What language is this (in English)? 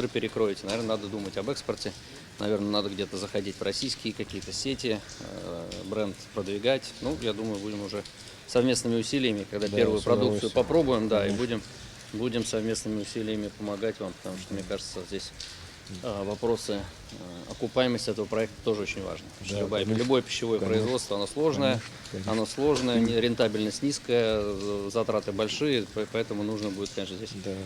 Abkhazian